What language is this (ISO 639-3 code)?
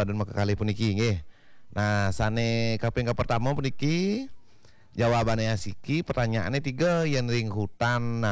ban